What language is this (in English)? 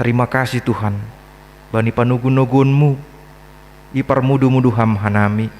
Batak Simalungun